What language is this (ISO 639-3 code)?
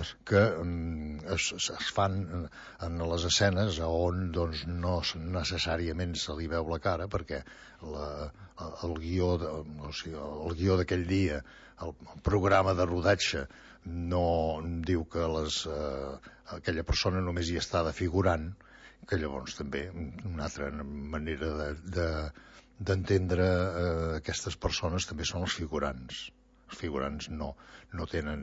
cat